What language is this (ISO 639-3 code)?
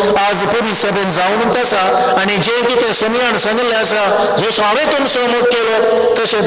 kok